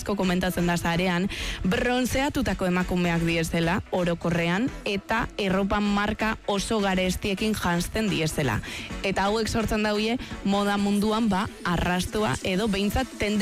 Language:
Basque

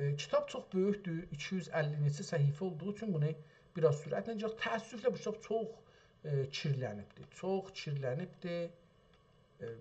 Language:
South Azerbaijani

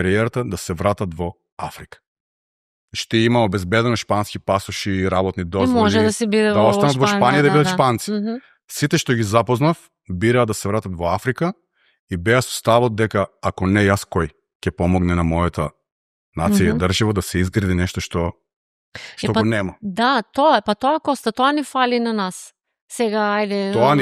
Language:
Macedonian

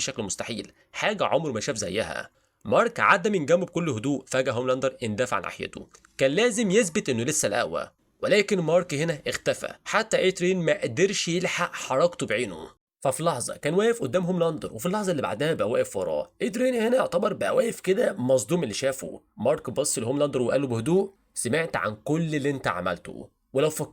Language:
Egyptian Arabic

